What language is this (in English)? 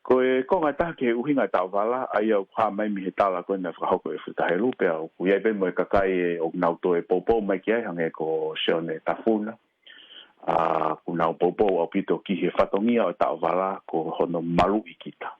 Tongan